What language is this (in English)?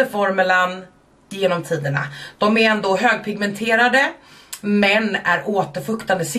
Swedish